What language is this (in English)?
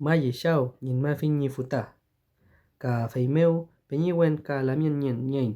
Mapuche